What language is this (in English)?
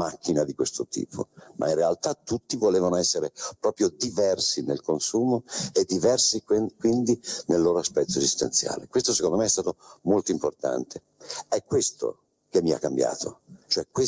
Italian